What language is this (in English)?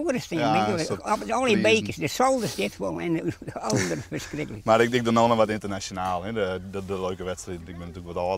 Western Frisian